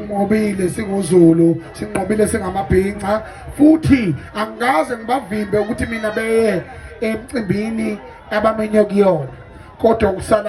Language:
Zulu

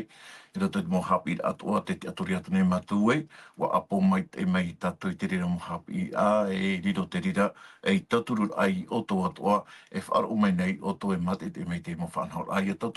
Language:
Tahitian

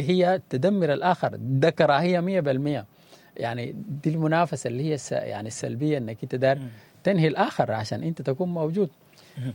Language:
Sudanese Arabic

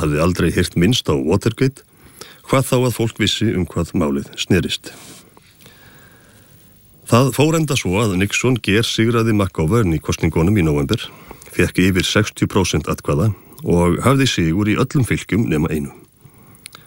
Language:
Icelandic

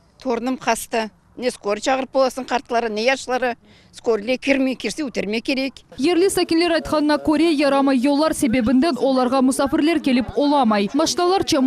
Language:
Crimean Tatar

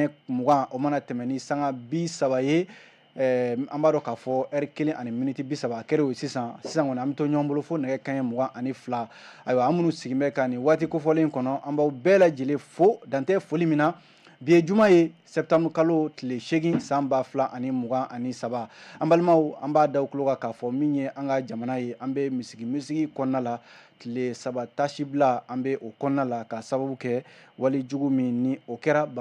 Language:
Bambara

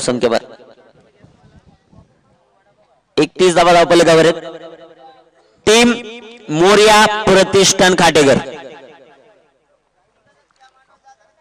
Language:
Marathi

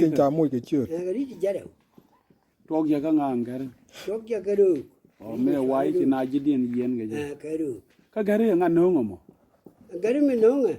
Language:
Nuer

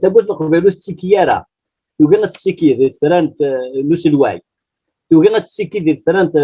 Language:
Kabyle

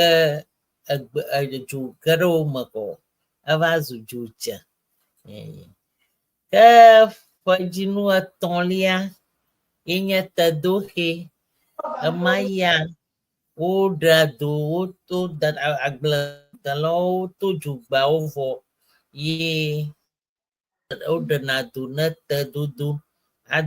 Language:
Ewe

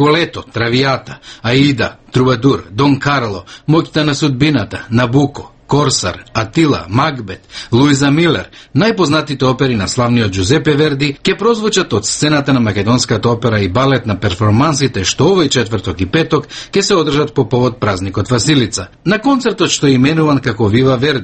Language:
Macedonian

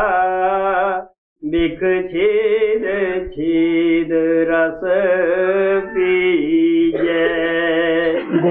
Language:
Punjabi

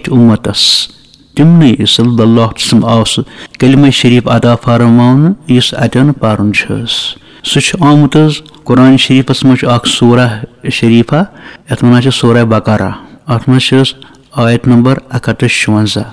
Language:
Kashmiri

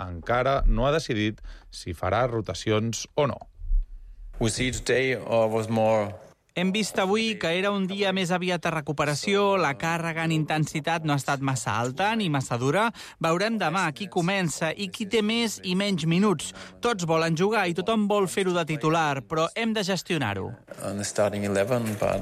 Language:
Catalan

